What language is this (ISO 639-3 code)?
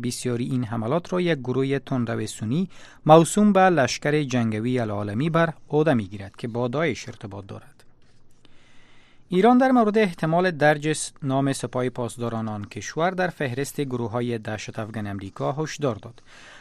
fas